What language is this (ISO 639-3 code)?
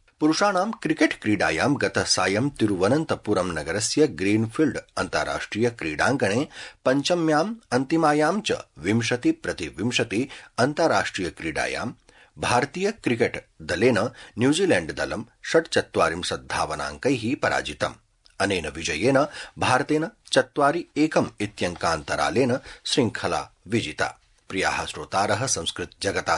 san